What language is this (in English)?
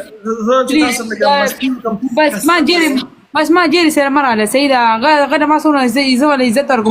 Pashto